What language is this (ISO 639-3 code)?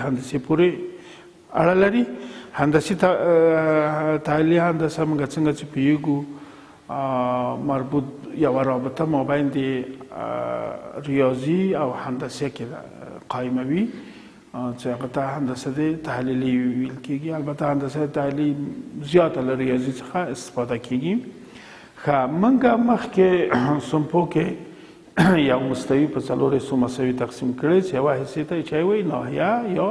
pus